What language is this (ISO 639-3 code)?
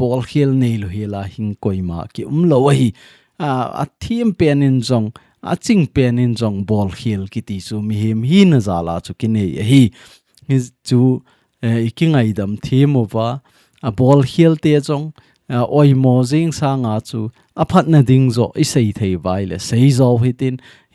tcz